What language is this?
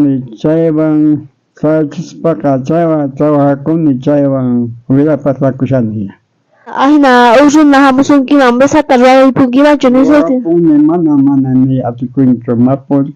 South Bolivian Quechua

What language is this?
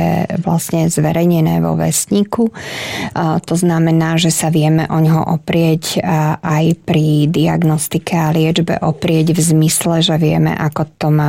Slovak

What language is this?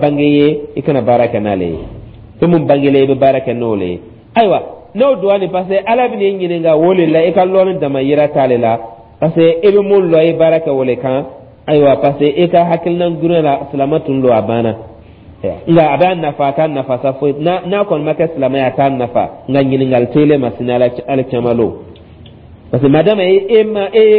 Dyula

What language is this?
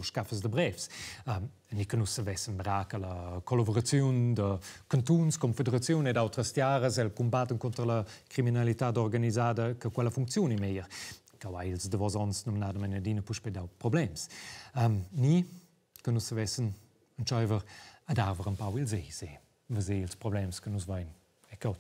Romansh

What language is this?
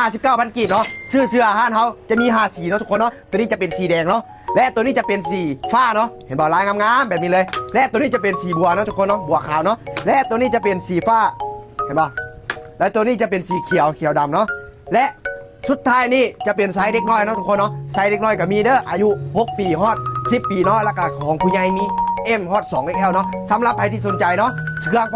Lao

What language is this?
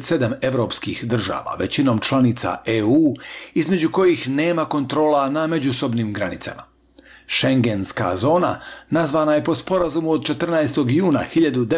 Bosnian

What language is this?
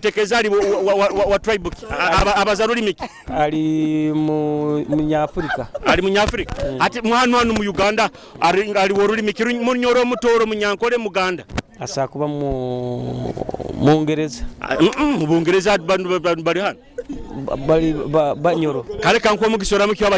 Nyoro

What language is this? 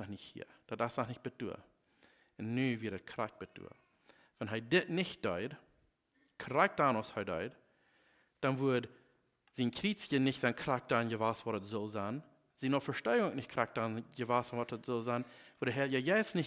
Plautdietsch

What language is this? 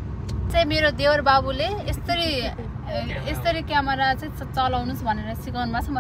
Nepali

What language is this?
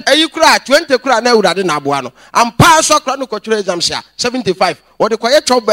Akan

